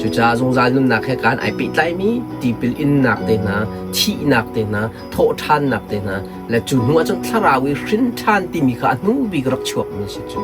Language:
Hakha Chin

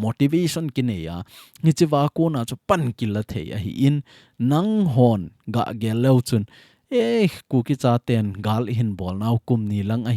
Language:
Thado Chin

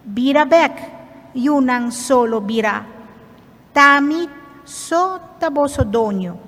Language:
Papiamento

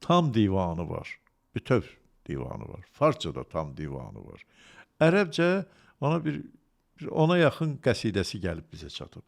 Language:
Azerbaijani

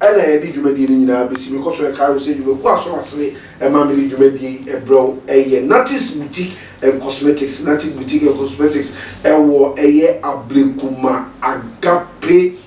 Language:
Akan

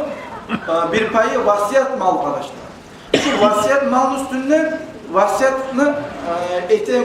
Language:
Kumyk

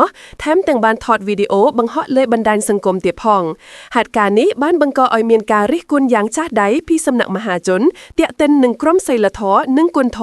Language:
Khmer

